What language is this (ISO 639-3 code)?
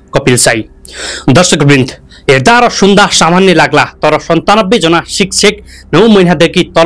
nep